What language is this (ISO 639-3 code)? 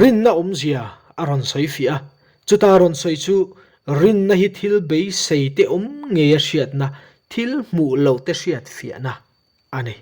lus